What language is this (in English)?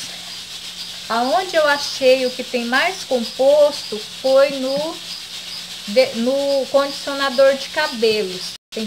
Portuguese